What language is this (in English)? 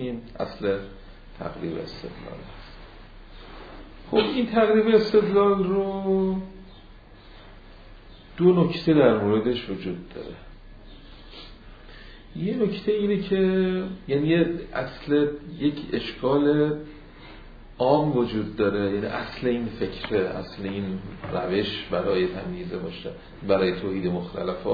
Persian